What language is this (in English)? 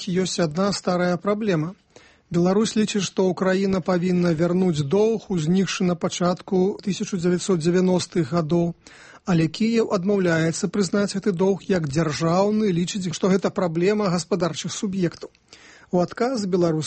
Belarusian